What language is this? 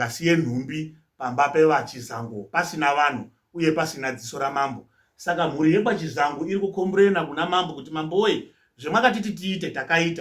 Shona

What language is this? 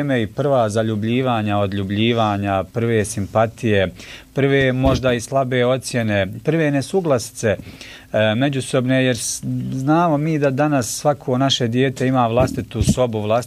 Bosnian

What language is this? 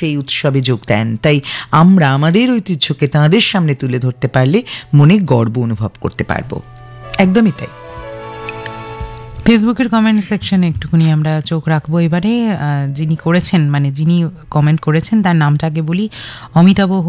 Bangla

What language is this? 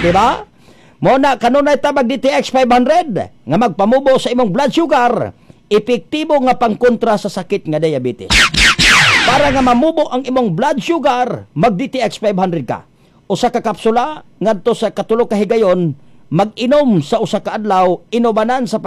Cebuano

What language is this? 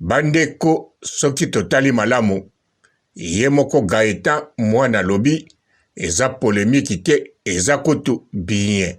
Lingala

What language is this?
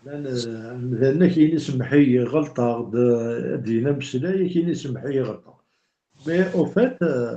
Kabyle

